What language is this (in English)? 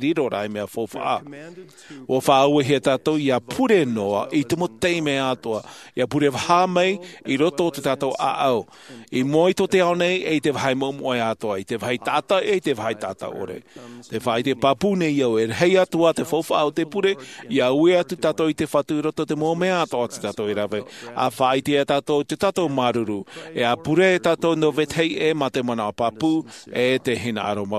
Tahitian